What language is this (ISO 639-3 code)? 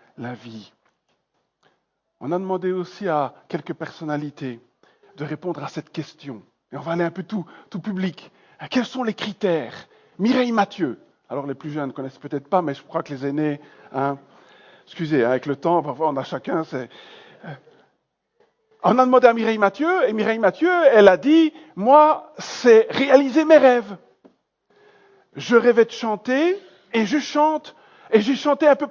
fra